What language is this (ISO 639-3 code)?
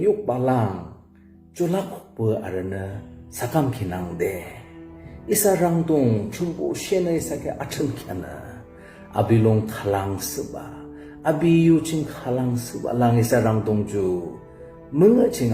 yim